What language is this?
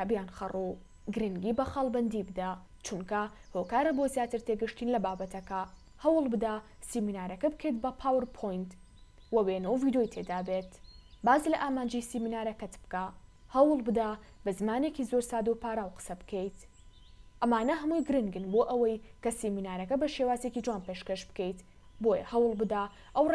Central Kurdish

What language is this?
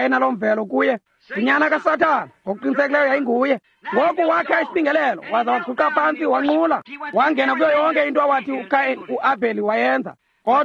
Xhosa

